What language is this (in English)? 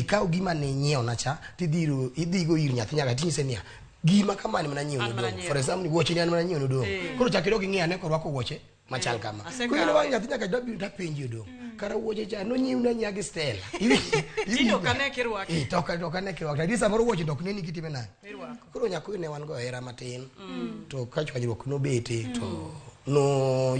Luo (Kenya and Tanzania)